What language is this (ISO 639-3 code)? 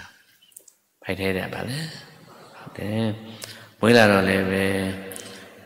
mya